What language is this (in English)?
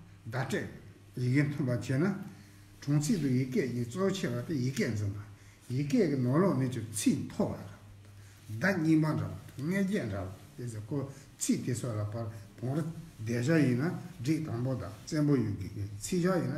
Tibetan